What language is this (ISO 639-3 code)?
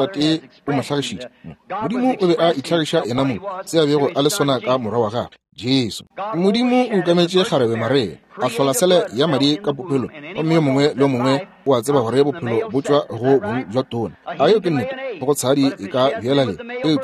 nso